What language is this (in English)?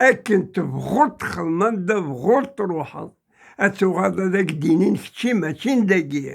Kabyle